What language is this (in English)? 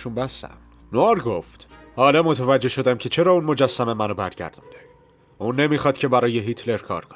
Persian